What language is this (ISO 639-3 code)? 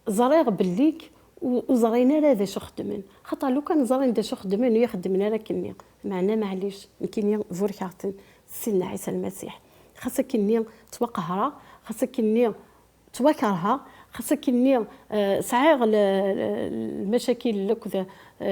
kab